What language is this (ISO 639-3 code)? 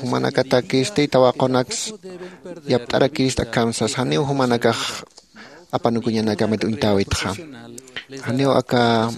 aym